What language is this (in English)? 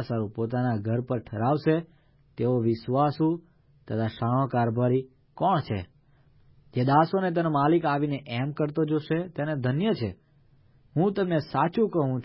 Gujarati